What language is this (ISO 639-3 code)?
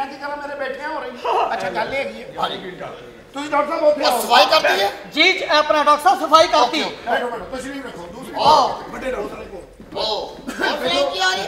pan